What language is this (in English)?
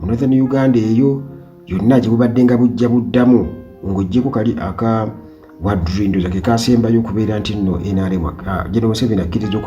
Ganda